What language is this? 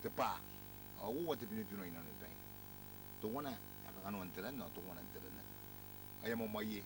Gilbertese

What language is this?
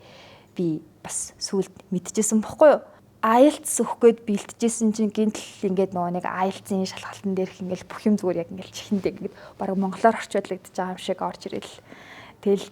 Mongolian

